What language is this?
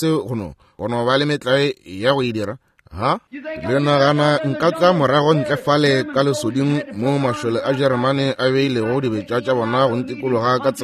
Northern Sotho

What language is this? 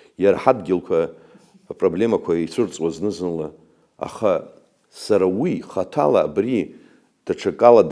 Abkhazian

